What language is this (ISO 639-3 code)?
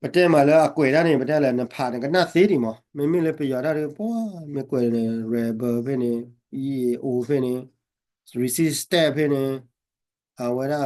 ksw